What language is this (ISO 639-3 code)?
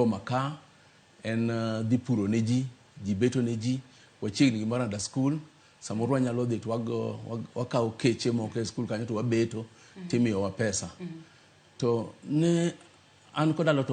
luo